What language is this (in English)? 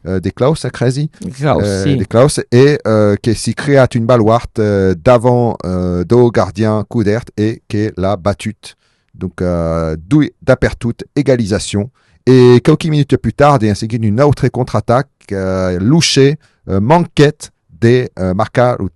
Occitan